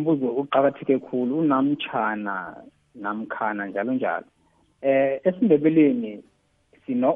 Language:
South Ndebele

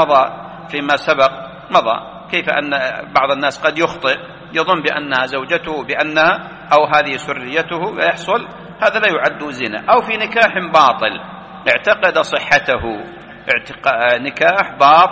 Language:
Arabic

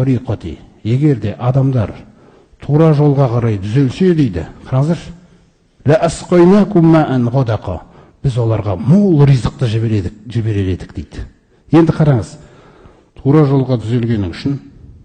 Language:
Kazakh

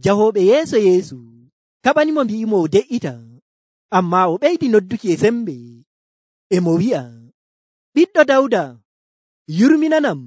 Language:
Nigerian Fulfulde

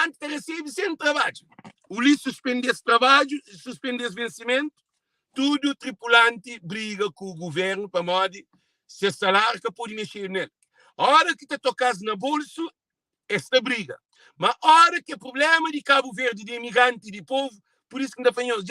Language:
Kabuverdianu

